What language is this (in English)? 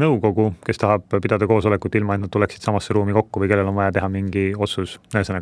Estonian